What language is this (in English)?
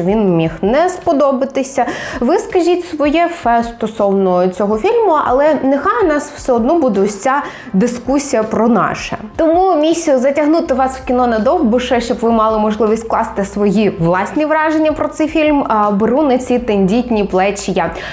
Ukrainian